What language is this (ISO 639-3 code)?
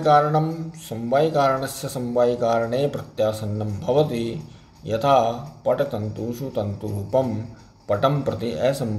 san